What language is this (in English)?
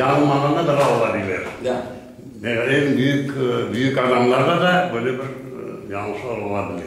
Crimean Tatar